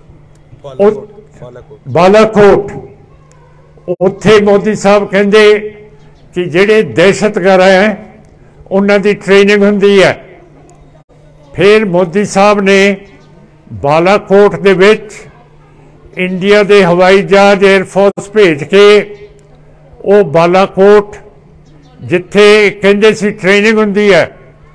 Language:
Punjabi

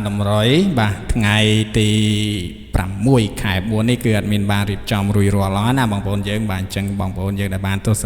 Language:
Khmer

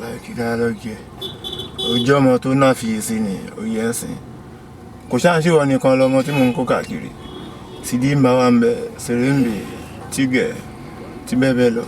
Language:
Yoruba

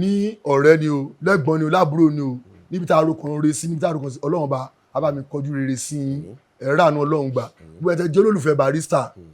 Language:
Yoruba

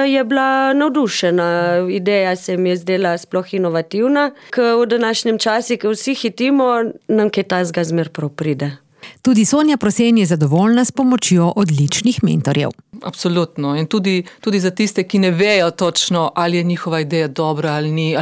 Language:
Slovenian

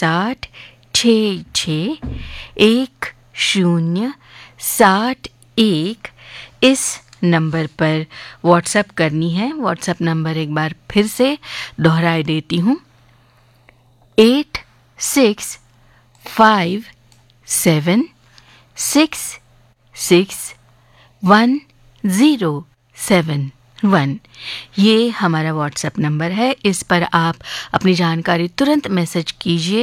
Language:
Hindi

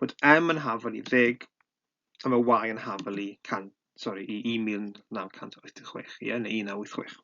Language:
Welsh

